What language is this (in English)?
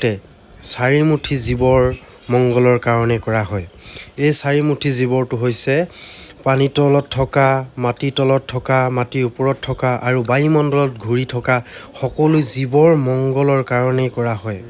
Assamese